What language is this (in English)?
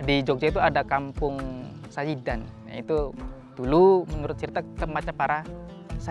Indonesian